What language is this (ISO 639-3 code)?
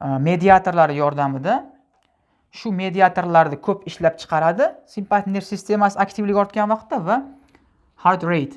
uzb